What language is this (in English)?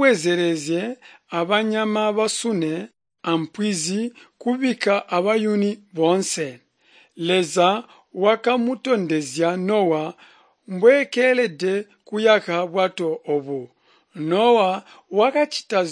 Tonga (Zambia)